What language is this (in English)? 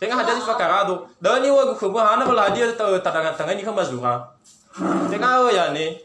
Nias